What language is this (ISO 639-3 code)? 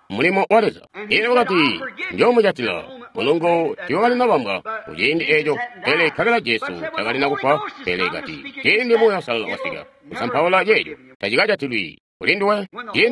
toi